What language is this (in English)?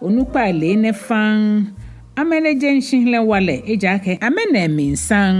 Ga